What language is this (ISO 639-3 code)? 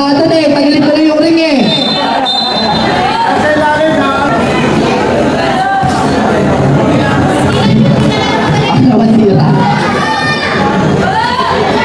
fil